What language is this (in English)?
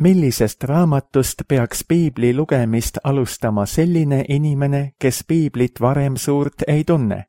Estonian